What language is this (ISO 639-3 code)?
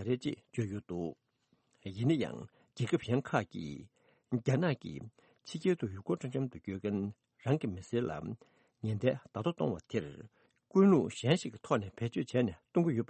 bod